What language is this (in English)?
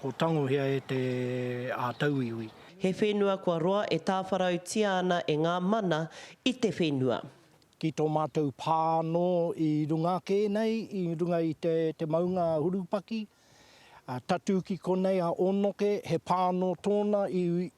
Māori